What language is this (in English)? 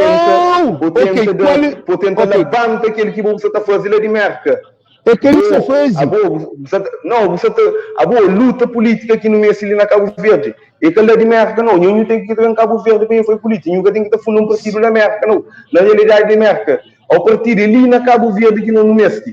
Kabuverdianu